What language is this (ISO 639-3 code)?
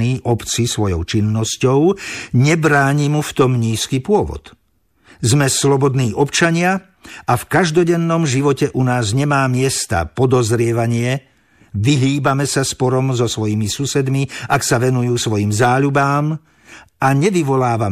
slk